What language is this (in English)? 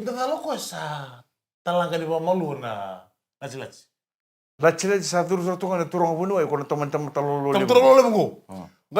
Fijian